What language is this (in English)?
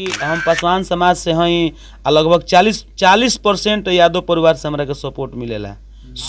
Bhojpuri